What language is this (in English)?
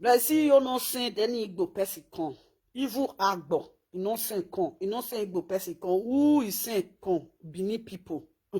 Nigerian Pidgin